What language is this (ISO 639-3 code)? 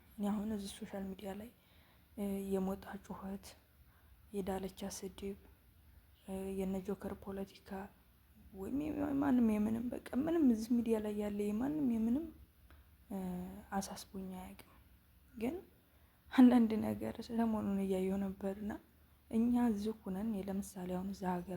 amh